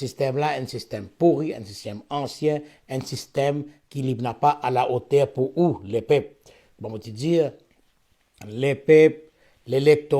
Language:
Morisyen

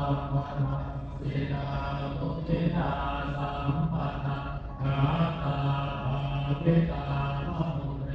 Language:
Pali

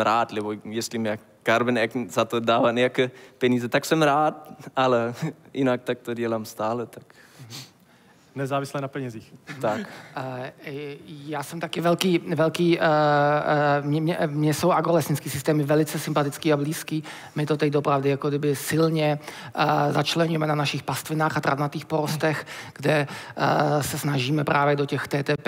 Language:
Czech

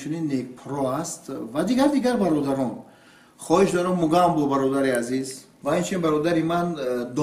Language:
Tajik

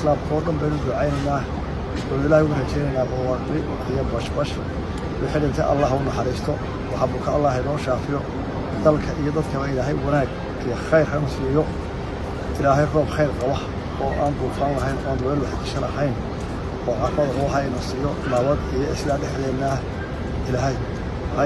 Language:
Somali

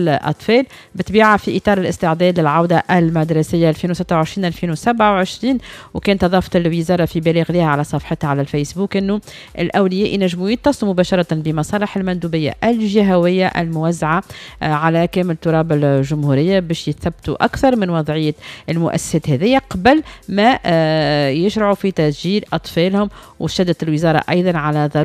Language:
Tunisian Arabic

